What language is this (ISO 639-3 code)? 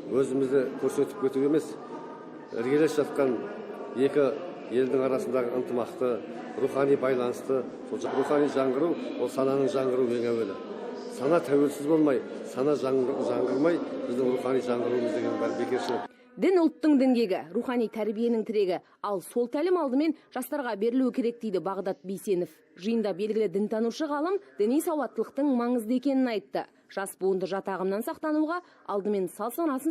kaz